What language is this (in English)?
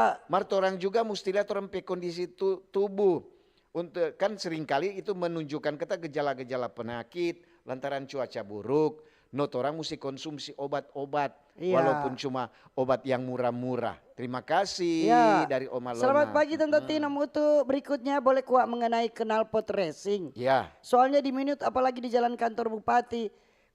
Manado Malay